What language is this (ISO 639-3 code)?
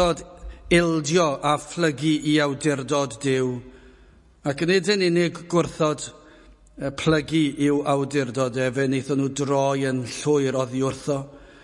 cym